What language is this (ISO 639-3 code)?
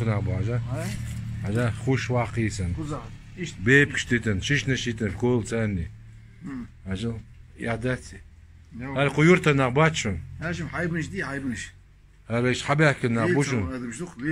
che